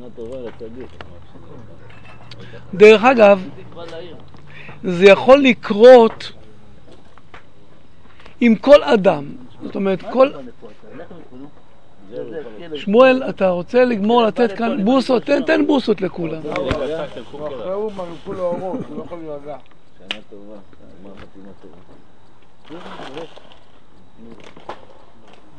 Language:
Hebrew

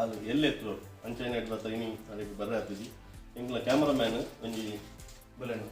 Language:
Tulu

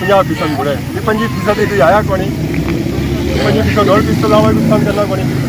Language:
Pahari-Potwari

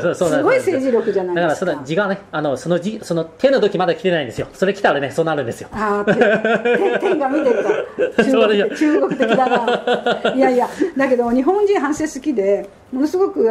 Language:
Japanese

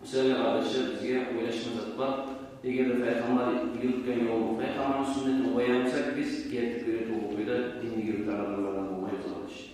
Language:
Kumyk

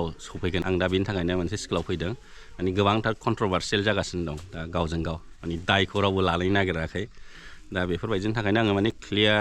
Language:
Bodo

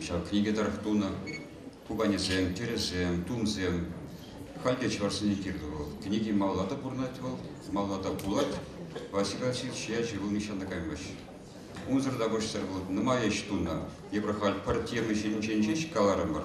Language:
Chuvash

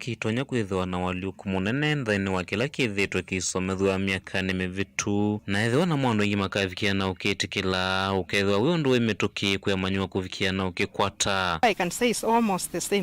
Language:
Kamba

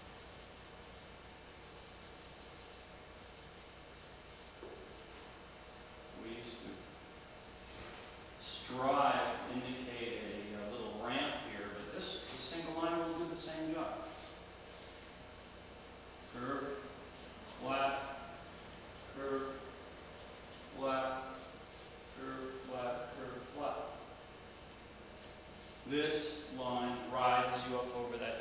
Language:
English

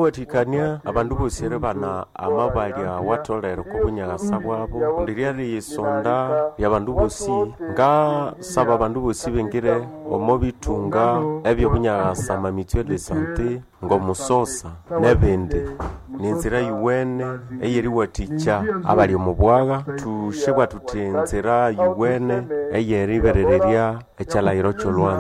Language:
Nande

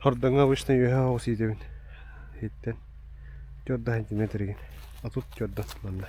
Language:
Yakut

